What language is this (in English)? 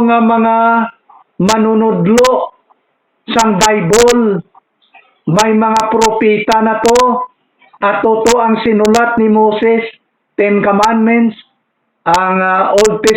Hiligaynon